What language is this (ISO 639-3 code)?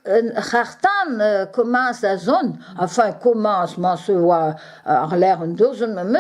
bre